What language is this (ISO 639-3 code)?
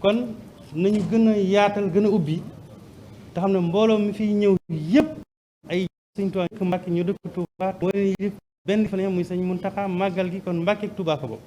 wol